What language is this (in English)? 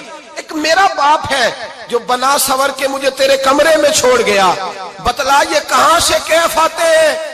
Urdu